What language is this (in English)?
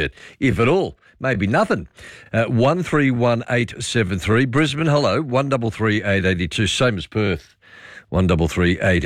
English